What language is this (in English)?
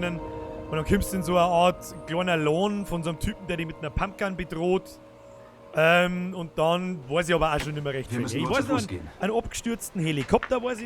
Bavarian